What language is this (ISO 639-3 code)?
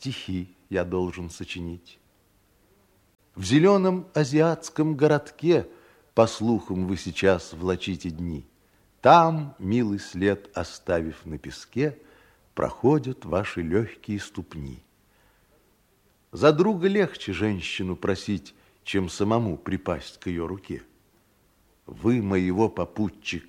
rus